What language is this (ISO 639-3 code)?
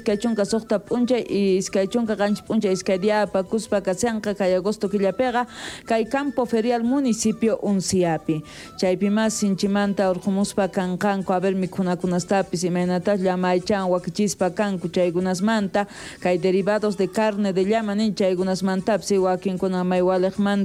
quh